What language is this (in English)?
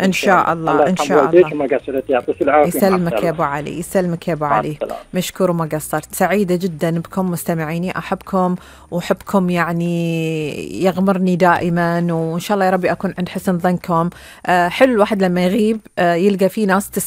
Gulf Arabic